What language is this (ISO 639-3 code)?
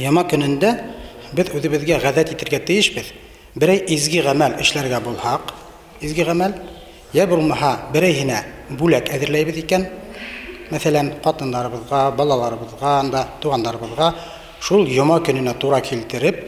bak